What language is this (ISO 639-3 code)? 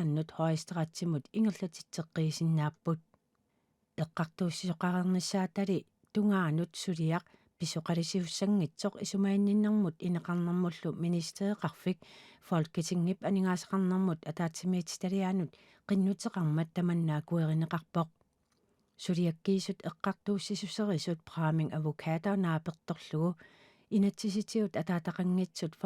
kal